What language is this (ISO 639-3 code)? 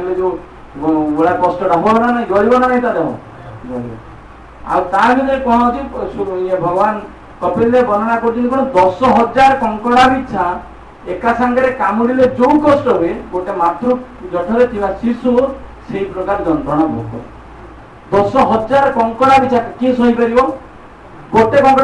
ori